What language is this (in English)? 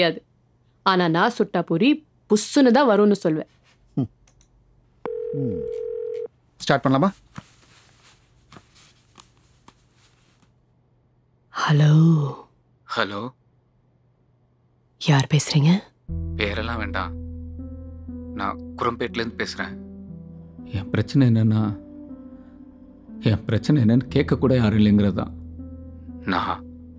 Tamil